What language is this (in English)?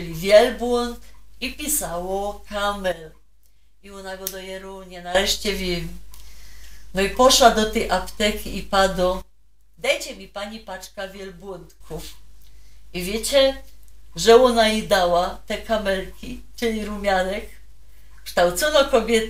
Silesian